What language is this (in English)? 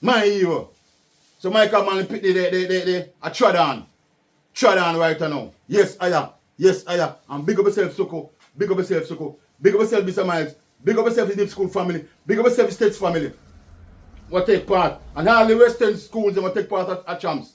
Jamaican Creole English